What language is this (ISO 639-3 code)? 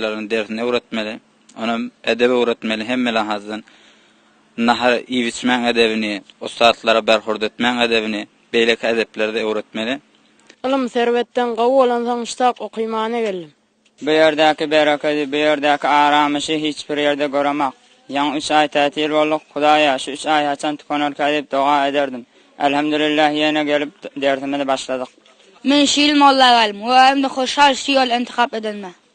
tuk